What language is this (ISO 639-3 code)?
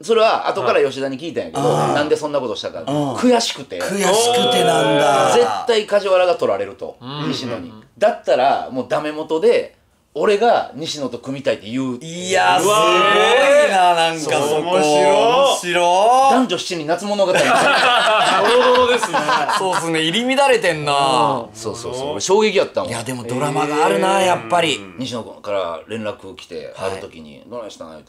jpn